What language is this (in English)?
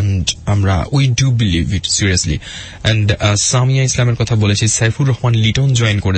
Bangla